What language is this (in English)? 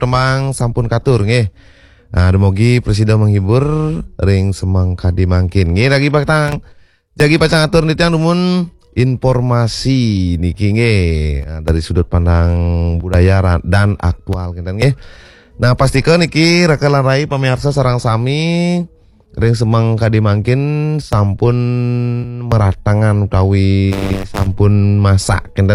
Balinese